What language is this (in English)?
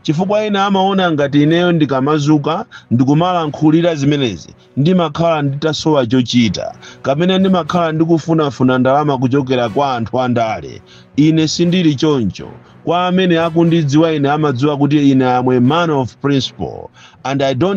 Nyanja